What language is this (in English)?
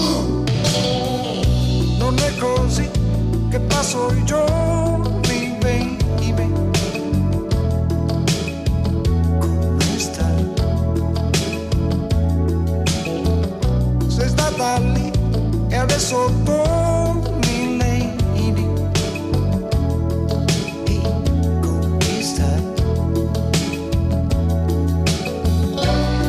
Italian